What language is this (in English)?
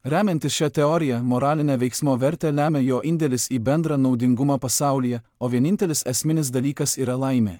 Lithuanian